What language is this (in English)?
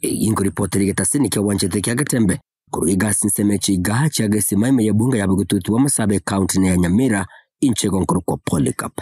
Gusii